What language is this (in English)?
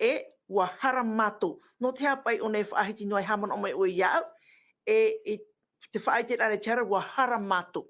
Tahitian